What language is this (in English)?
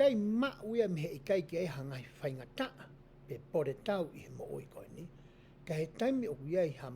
Tongan